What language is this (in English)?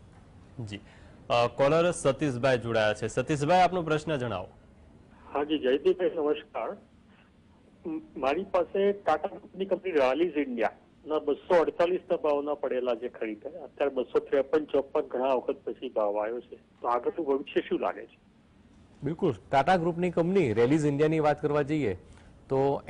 Gujarati